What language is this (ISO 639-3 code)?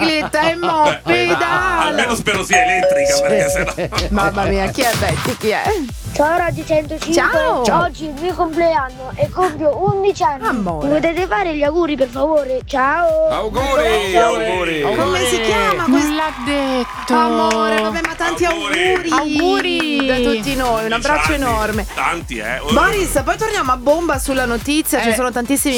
ita